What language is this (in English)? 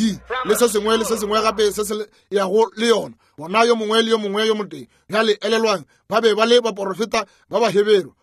Northern Sotho